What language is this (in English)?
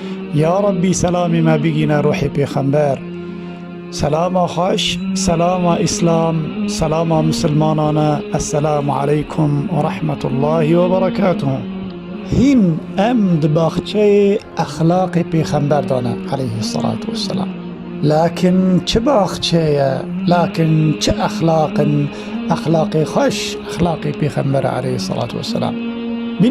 Kurdish